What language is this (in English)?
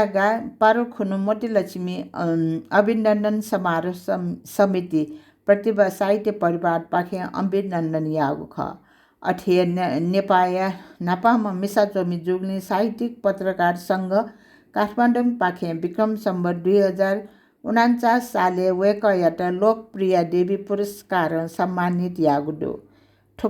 Newari